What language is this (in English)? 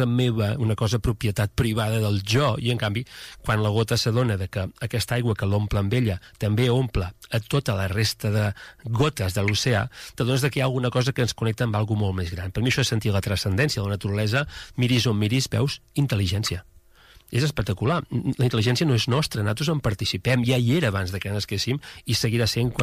Catalan